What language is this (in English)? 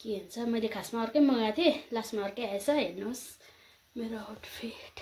Nepali